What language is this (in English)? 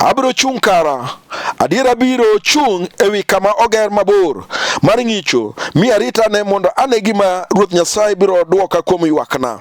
Luo (Kenya and Tanzania)